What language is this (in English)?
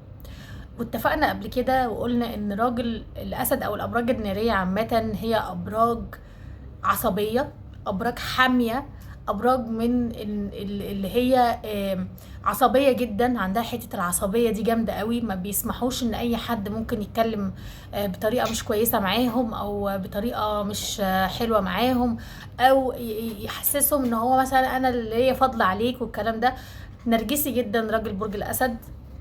Egyptian Arabic